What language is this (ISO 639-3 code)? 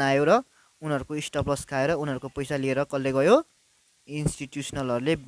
nep